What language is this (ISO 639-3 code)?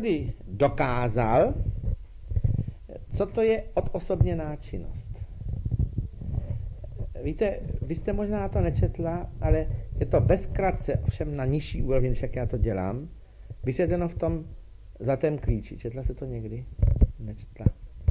ces